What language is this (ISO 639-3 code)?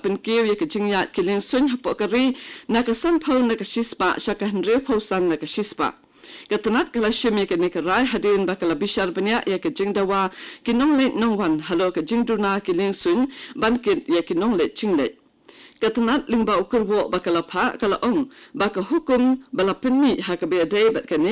kha